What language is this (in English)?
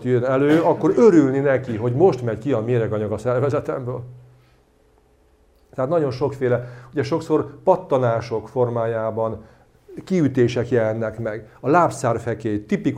Hungarian